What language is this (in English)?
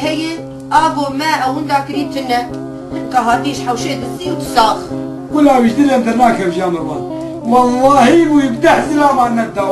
Kurdish